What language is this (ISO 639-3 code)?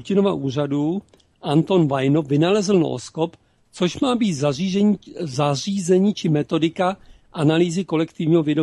ces